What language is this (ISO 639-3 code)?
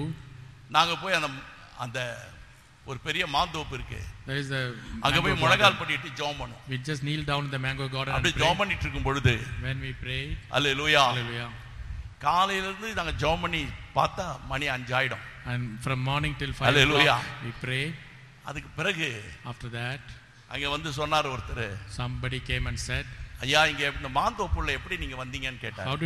tam